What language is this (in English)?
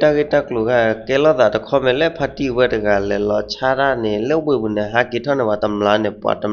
S'gaw Karen